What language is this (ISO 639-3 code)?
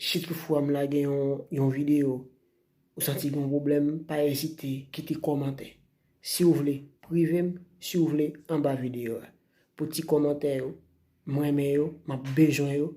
hat